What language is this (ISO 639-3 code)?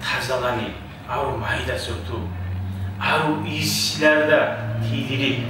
kum